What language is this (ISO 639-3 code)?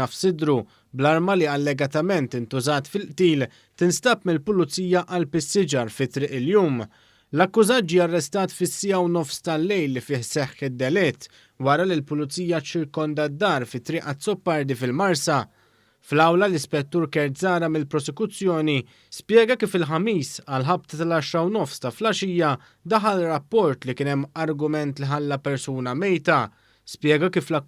mlt